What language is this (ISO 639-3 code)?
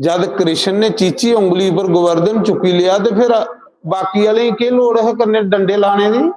doi